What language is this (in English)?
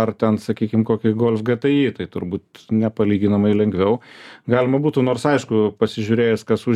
Lithuanian